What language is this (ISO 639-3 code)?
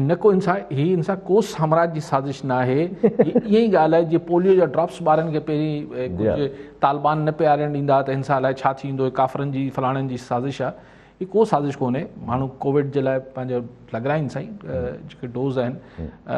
snd